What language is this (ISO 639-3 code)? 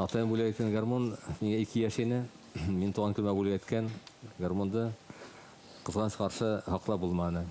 bak